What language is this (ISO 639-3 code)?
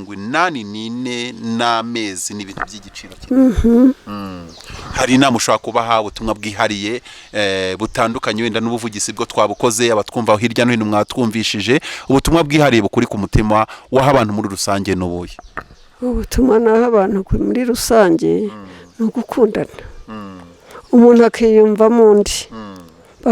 kin